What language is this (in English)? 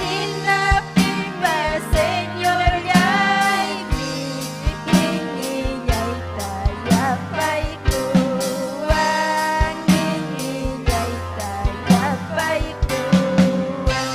Ayacucho Quechua